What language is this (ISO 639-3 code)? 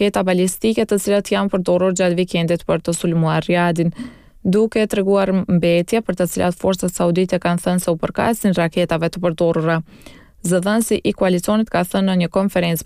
sqi